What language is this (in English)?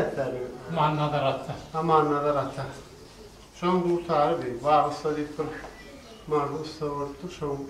Turkmen